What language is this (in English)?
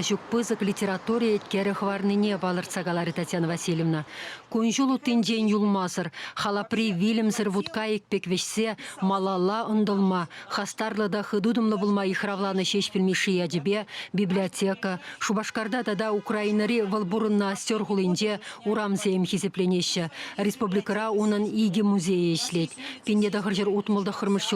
Chuvash